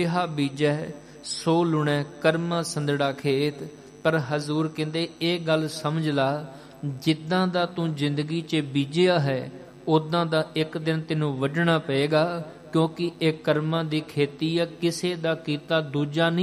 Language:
Punjabi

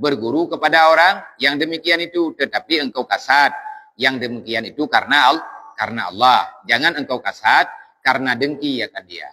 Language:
Achinese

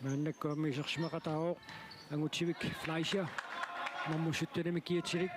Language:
Kalaallisut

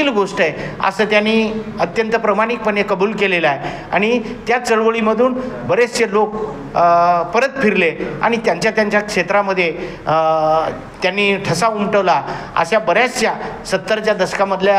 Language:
Marathi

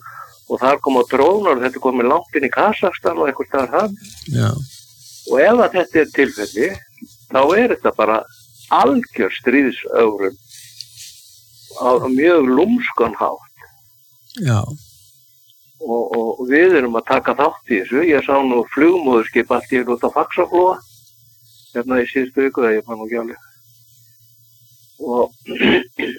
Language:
Icelandic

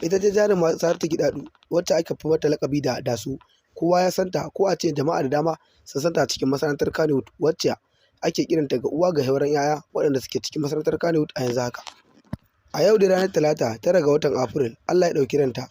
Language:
Hausa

